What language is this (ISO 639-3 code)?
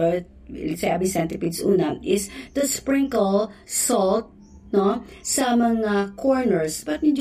hil